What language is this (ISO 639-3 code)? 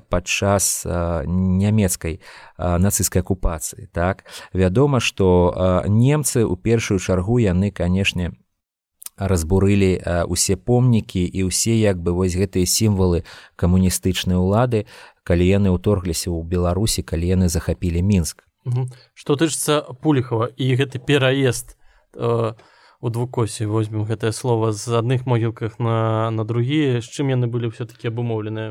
bel